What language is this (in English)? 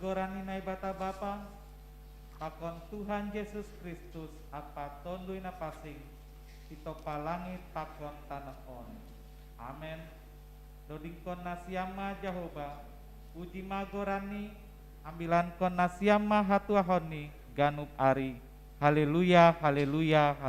Batak Simalungun